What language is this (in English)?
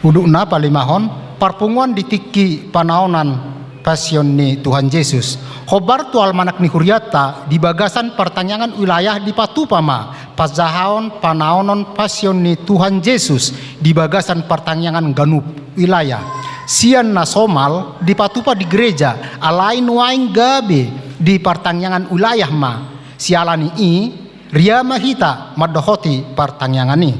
Batak Toba